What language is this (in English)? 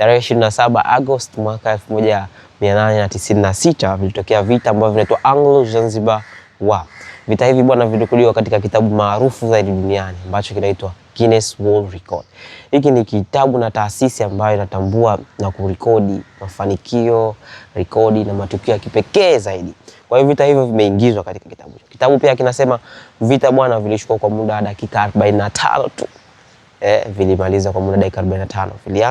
Swahili